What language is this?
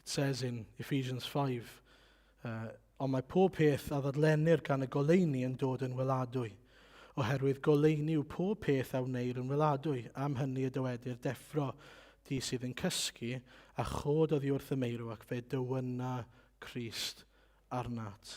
Welsh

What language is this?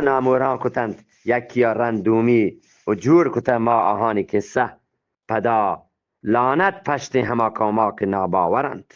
Eastern Balochi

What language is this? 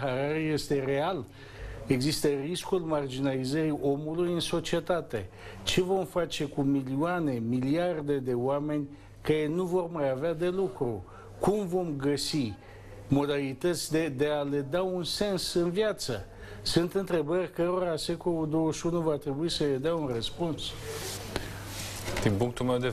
Romanian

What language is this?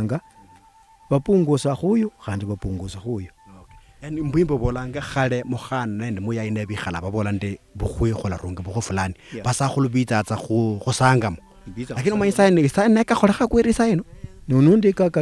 Luyia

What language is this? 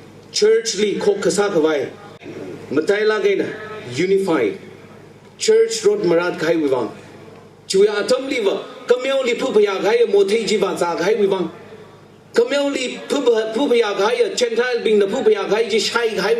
Tangkhul Naga (India)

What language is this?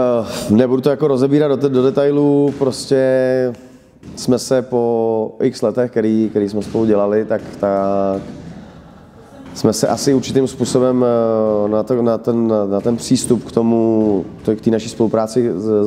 Czech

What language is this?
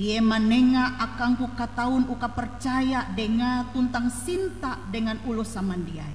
Ngaju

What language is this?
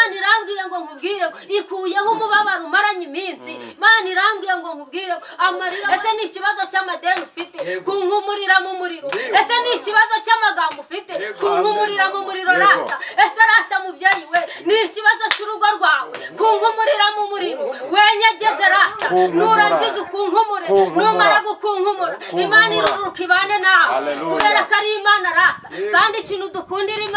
Kinyarwanda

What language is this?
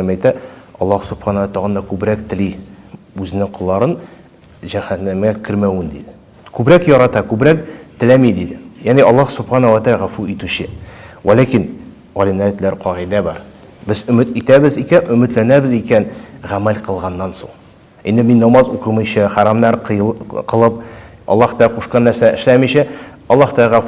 Tatar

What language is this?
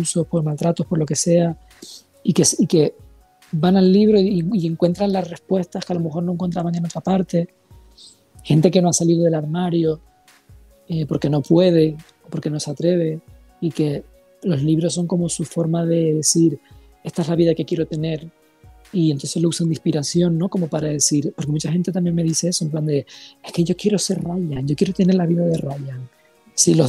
Spanish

